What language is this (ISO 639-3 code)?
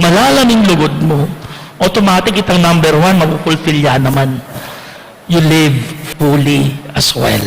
pam